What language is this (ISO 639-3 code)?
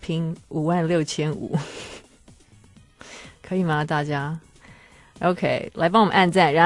zho